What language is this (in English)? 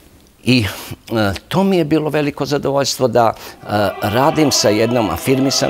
Serbian